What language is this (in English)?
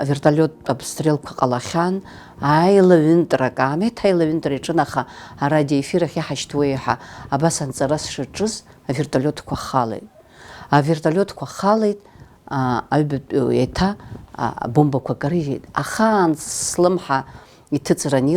Abkhazian